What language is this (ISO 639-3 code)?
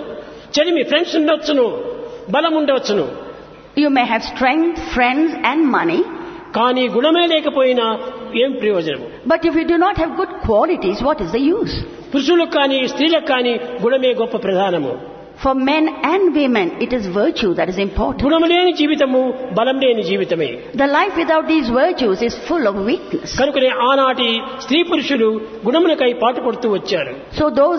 tel